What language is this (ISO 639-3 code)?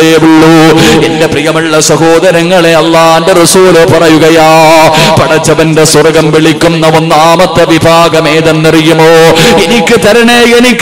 mal